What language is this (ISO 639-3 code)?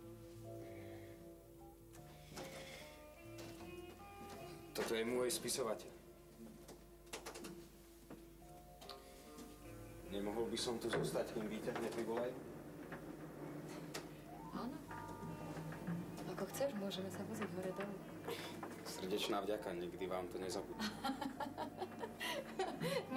slk